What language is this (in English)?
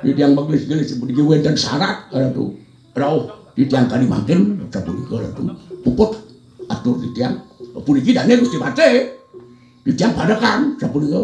Balinese